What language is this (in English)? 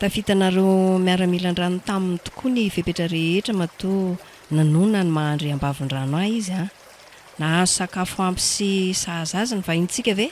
Malagasy